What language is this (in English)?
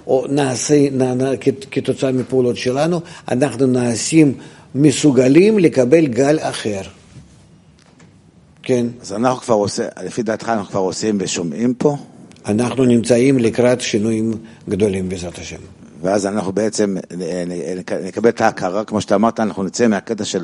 Hebrew